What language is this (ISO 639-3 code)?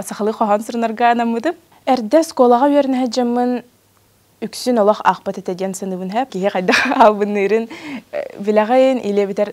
sah